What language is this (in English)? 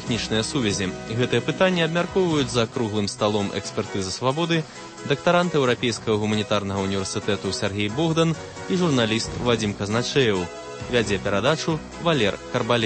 Belarusian